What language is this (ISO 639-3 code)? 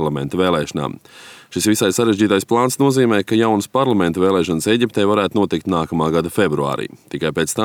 lav